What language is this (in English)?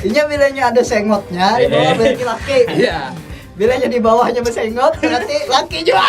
Banjar